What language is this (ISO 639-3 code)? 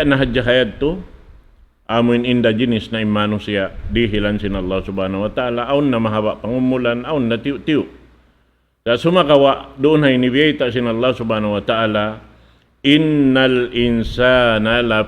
tsg